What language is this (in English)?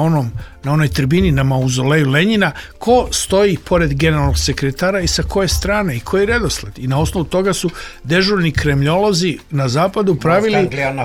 Serbian